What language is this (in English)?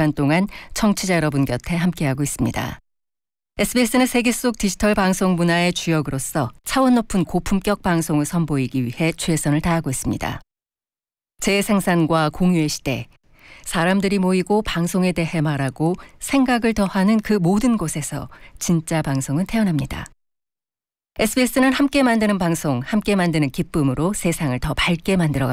Korean